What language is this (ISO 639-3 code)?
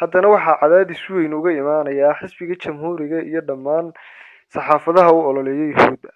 som